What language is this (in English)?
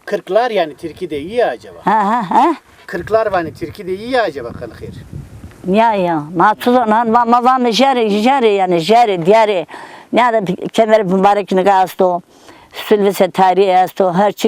Zaza